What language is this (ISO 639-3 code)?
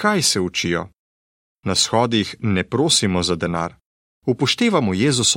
slv